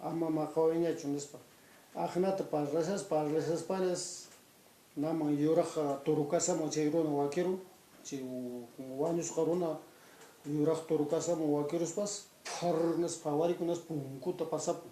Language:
Quechua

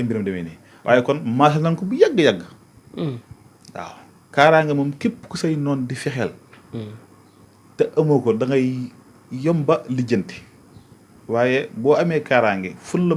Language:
Wolof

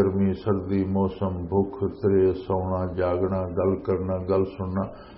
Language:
Western Panjabi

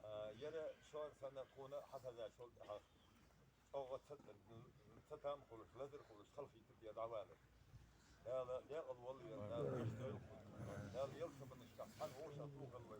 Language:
Ingush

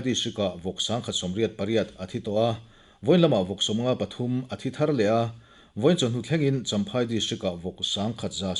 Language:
Mizo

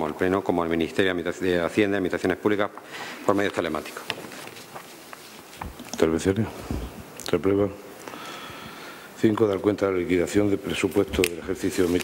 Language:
Spanish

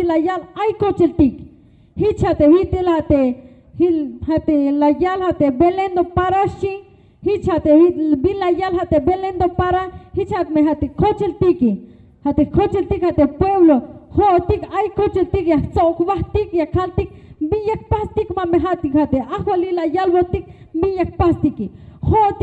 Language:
Tzeltal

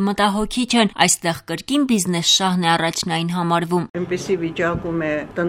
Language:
Armenian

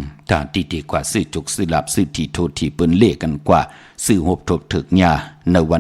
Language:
Shan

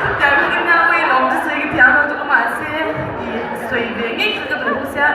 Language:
Mizo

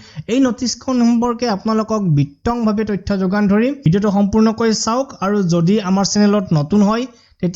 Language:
Assamese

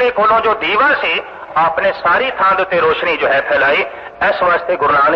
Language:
Punjabi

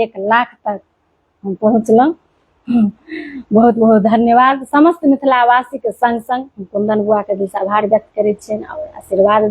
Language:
Maithili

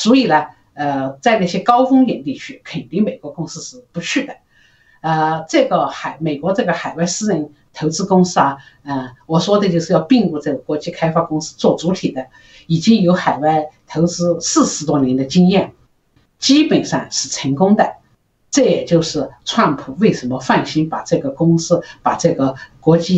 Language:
Chinese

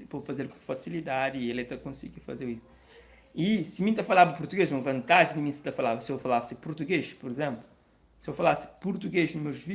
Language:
Kabuverdianu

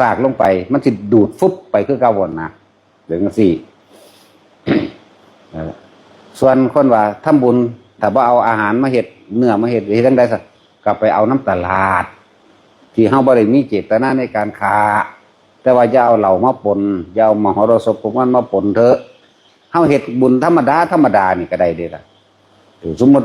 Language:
Lao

